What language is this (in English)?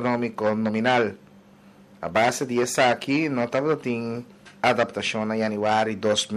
Papiamento